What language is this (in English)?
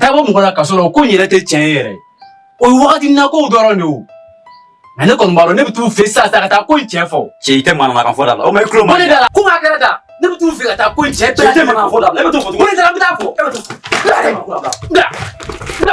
Bambara